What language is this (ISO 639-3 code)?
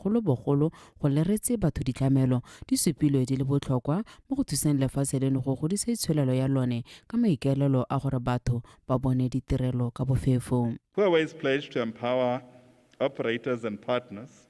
tsn